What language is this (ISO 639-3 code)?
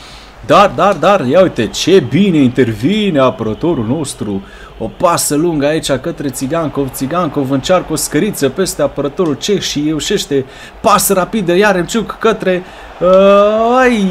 ron